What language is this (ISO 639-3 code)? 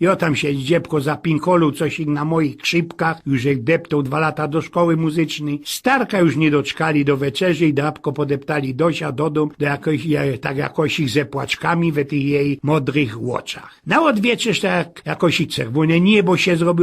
szl